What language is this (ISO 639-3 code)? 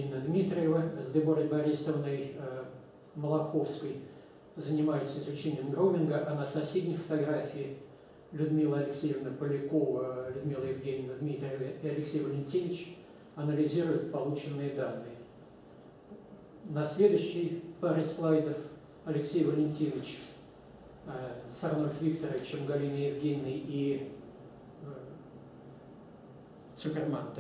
rus